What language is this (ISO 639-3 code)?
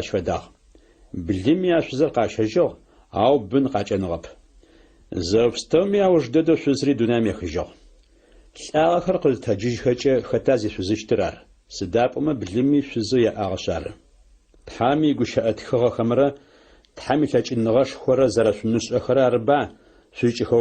ady